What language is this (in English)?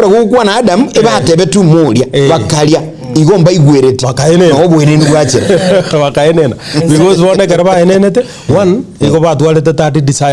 Gusii